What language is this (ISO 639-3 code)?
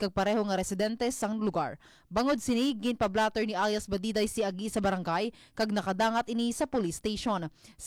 hil